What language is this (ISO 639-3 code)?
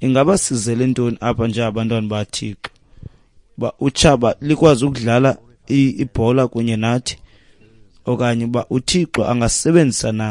xho